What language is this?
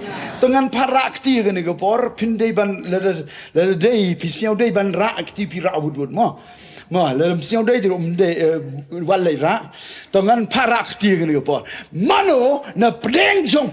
Khasi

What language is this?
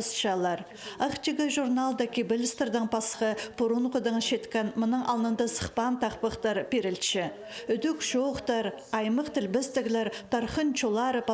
Khakas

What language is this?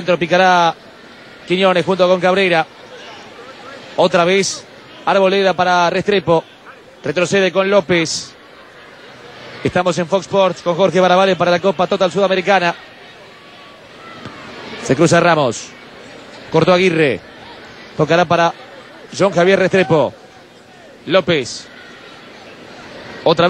Spanish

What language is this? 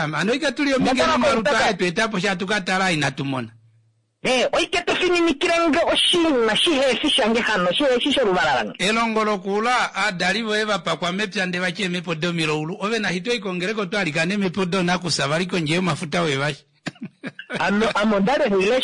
Kuanyama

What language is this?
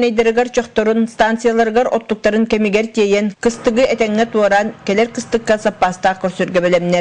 Yakut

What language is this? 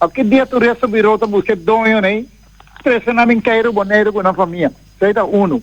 Papiamento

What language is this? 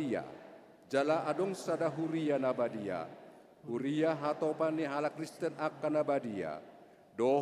Batak Toba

